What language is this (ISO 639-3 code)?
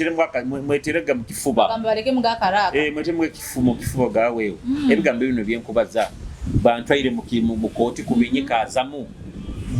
nyo